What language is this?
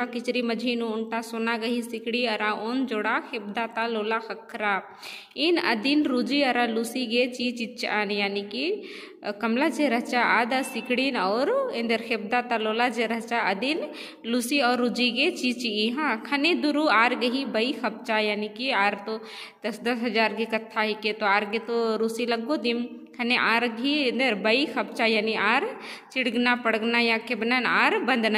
Kurukh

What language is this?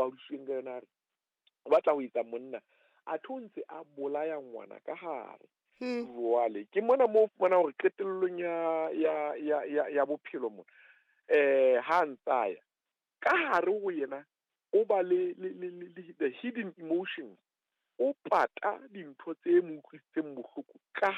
Southern Sotho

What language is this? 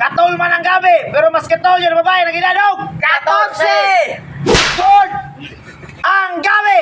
Cebuano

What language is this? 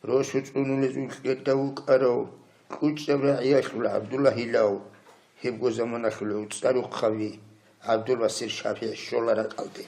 Avaric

